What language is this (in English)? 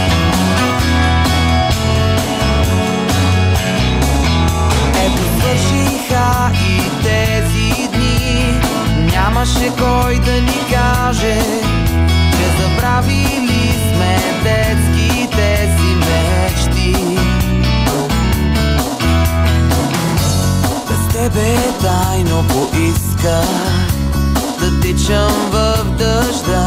Bulgarian